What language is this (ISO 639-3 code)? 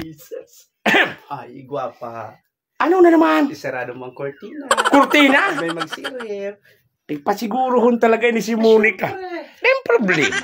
bik